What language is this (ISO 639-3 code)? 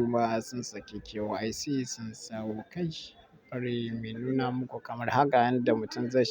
hau